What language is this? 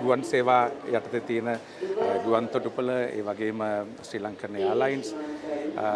Sinhala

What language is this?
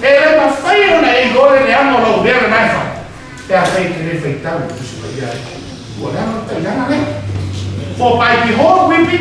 Samoan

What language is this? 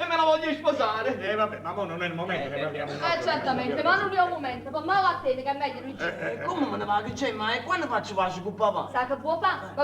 Neapolitan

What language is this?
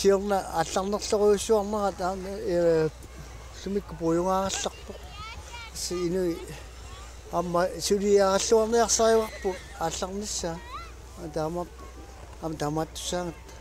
Kalaallisut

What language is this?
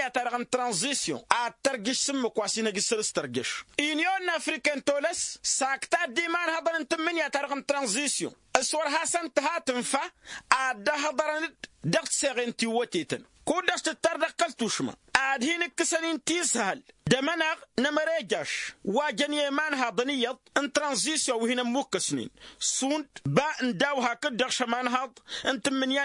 Tamasheq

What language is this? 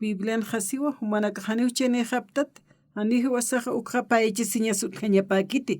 Aymara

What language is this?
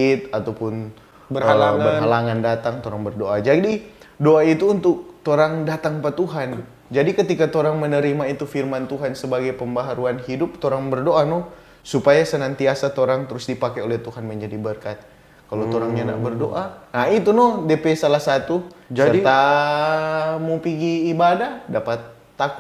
Manado Malay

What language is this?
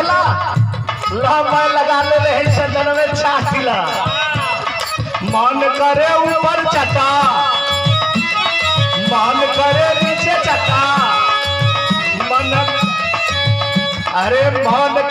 Bhojpuri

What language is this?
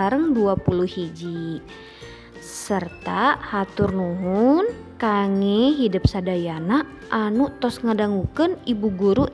Sundanese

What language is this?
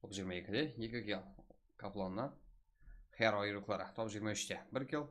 Kara-Kalpak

